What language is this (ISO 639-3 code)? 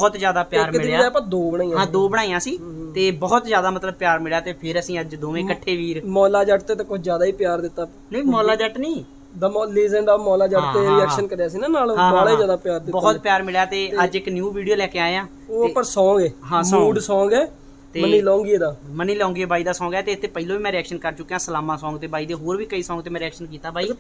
pan